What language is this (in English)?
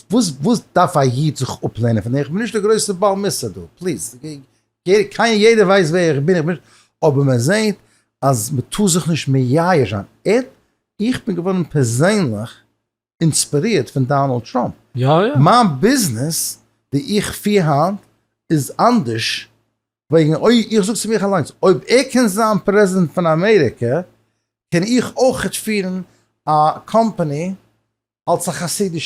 Yiddish